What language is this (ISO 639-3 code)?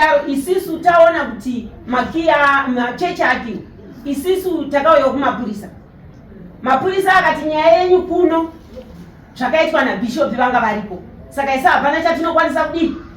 sna